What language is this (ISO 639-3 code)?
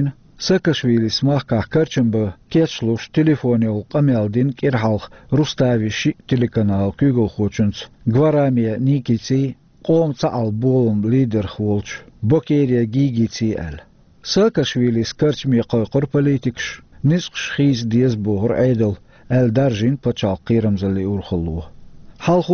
che